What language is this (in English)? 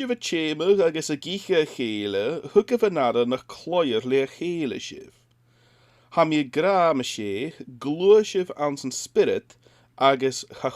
Scottish Gaelic